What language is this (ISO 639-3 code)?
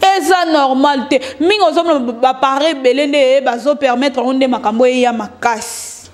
lin